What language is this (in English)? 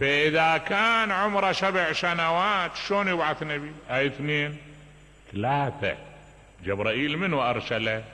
Mesopotamian Arabic